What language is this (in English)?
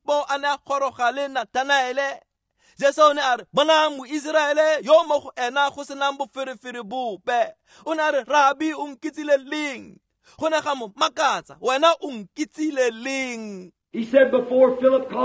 Tswana